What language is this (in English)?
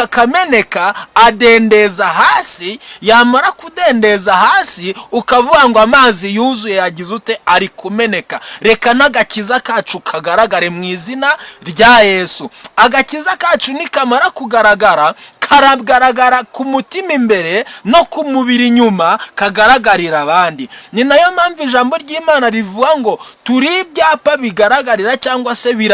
Kinyarwanda